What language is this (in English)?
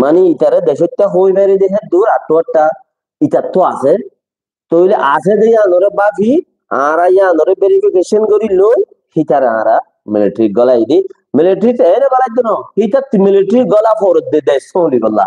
Rohingya